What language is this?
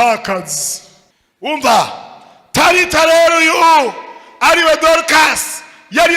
Rundi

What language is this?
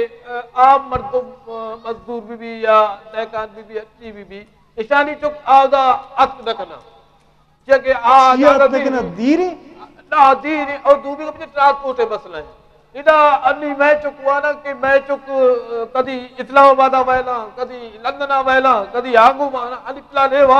Eastern Balochi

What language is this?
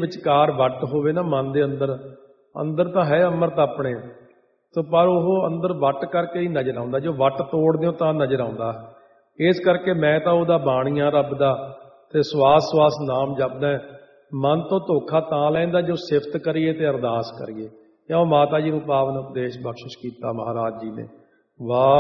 Punjabi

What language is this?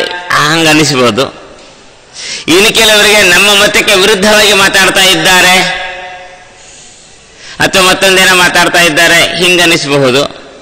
Kannada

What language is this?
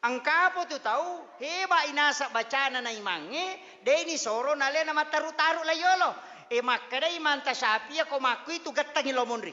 Buginese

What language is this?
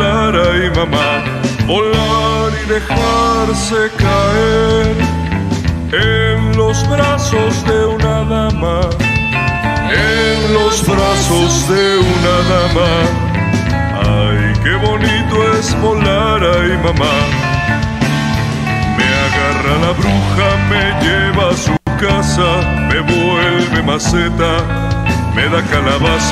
Spanish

